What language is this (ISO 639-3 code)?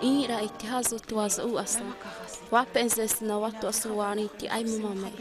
xav